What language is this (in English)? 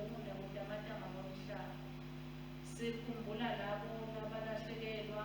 Swati